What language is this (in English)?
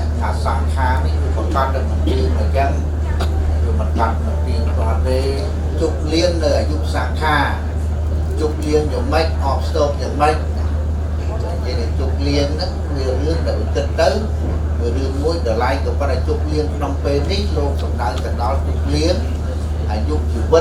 Khmer